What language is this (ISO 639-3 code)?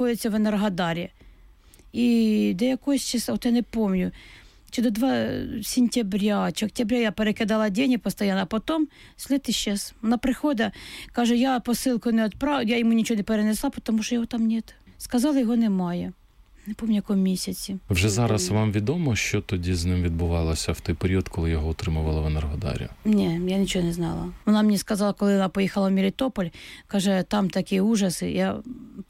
ukr